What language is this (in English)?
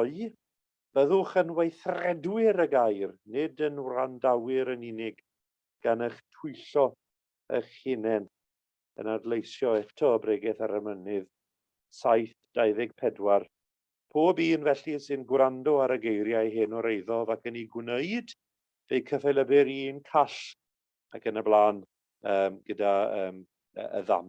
Welsh